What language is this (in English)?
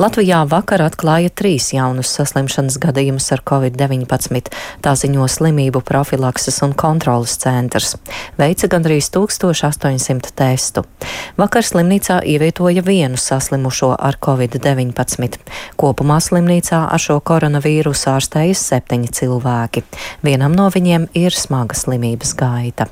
Latvian